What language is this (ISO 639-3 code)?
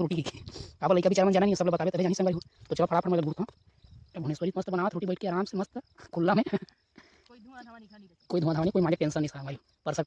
hne